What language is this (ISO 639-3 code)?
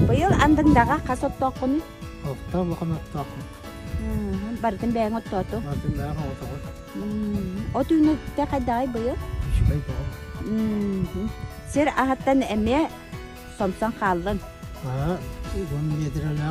sah